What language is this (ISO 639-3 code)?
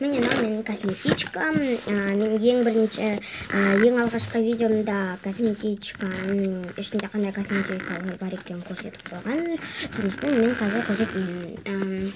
kaz